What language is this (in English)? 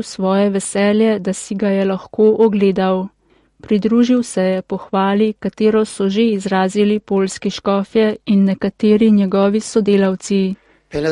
Slovenian